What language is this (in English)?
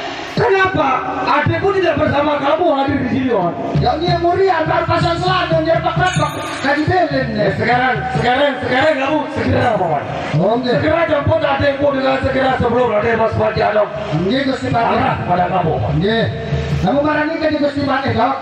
Sasak